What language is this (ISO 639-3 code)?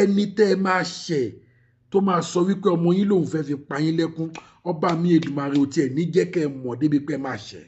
yor